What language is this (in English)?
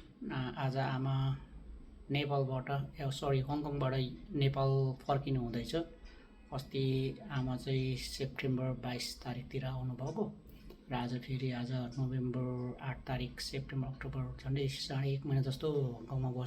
Nepali